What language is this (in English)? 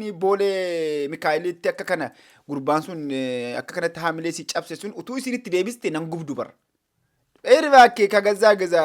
Oromo